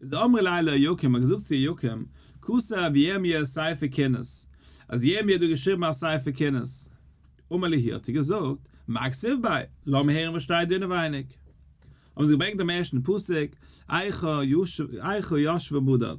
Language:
Yiddish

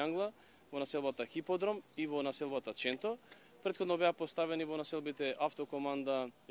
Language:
Macedonian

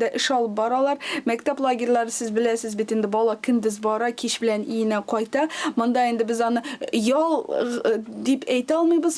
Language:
Tatar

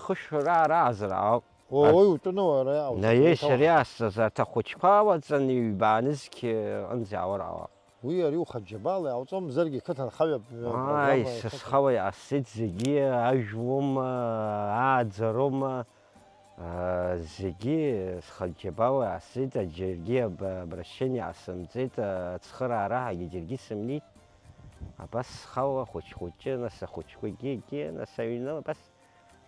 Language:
Abkhazian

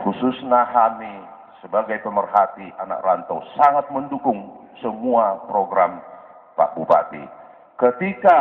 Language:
Batak Toba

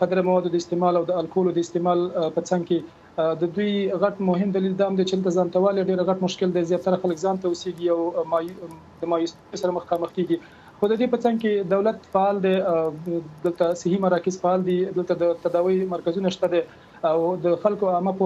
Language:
Pashto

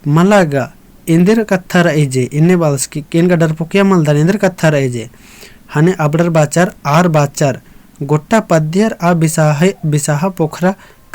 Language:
Kurukh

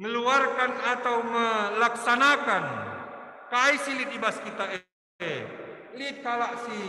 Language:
Batak Karo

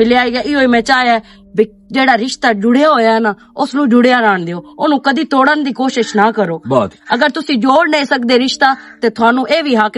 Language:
Western Panjabi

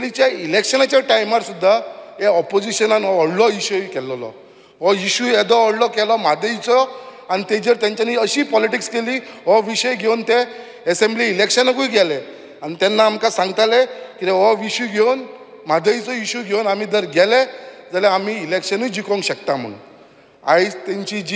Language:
Konkani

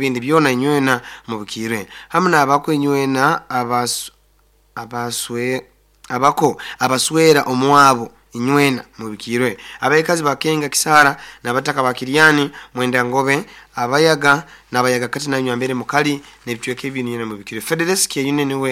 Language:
Nyoro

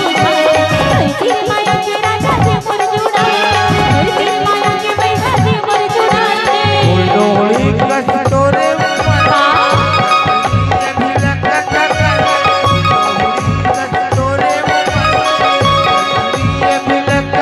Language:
Chhattisgarhi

